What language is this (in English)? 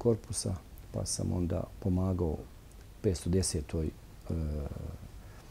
Bosnian